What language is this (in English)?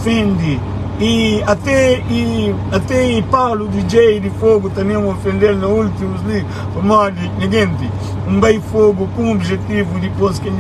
Kabuverdianu